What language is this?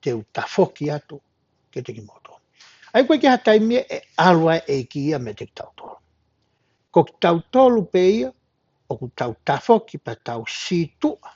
Tongan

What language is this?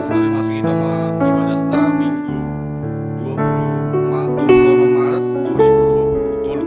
Batak Simalungun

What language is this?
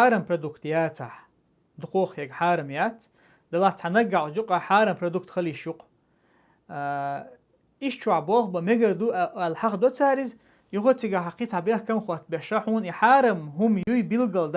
Chechen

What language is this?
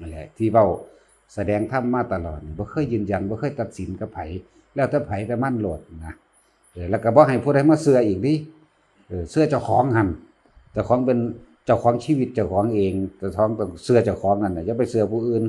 Lao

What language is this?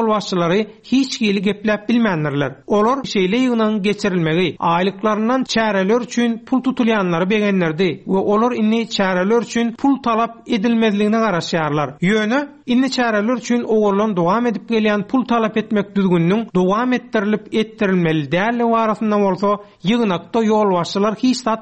Turkmen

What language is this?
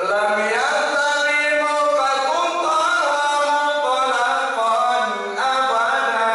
Minangkabau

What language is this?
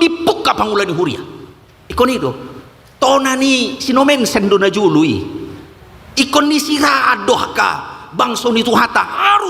Batak Toba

